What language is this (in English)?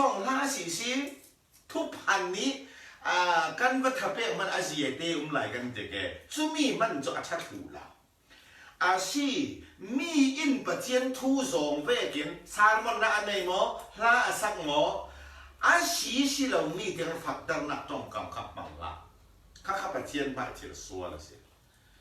Falam Chin